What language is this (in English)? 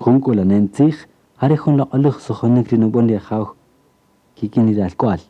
Kaqchikel